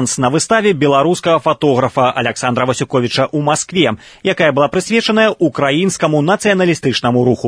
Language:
Belarusian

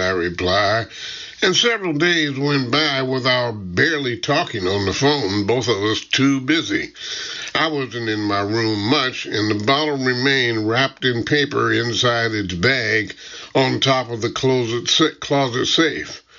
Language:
English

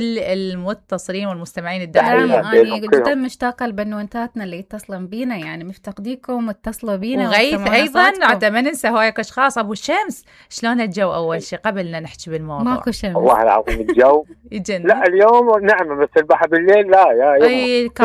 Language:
Mesopotamian Arabic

